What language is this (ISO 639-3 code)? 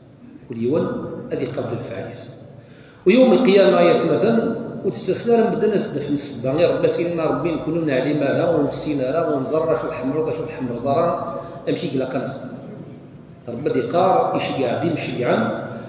kab